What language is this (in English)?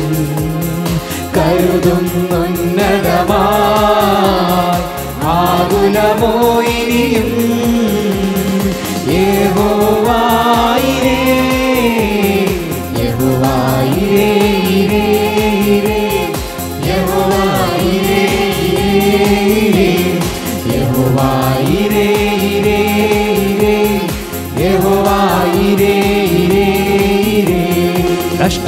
Malayalam